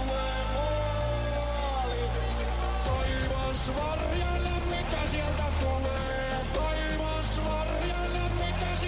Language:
Finnish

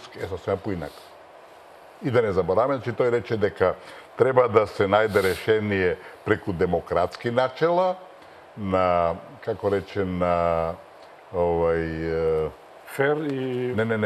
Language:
Macedonian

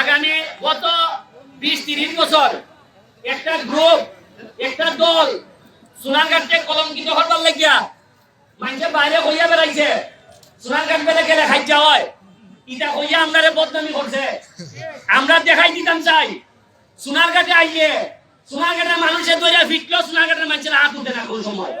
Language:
Sylheti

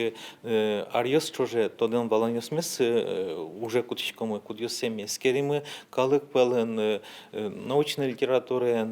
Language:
Udmurt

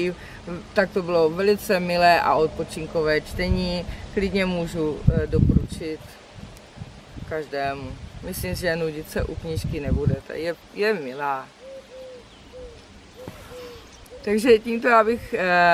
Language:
Czech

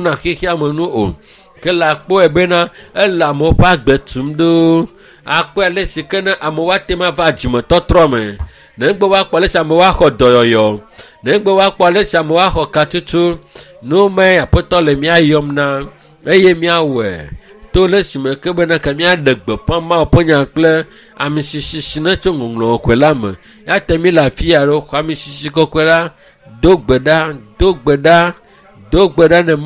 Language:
Ewe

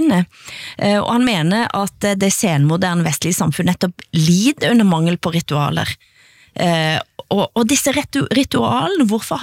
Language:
Norwegian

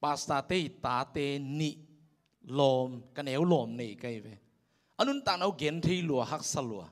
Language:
Tedim Chin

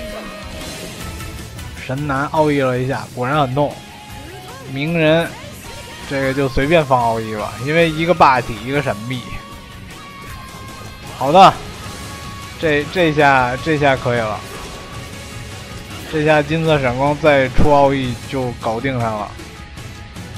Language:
Chinese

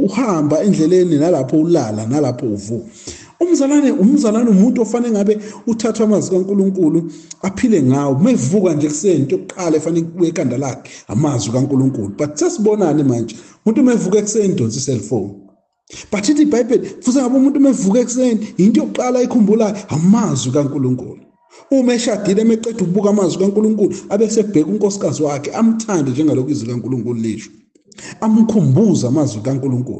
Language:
Zulu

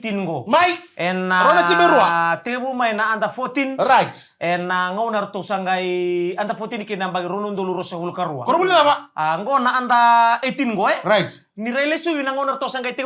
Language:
Fijian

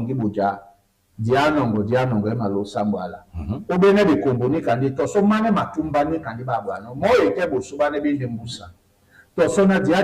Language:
Duala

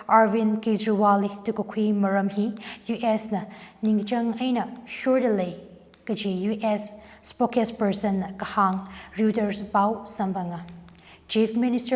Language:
Tangkhul Naga (India)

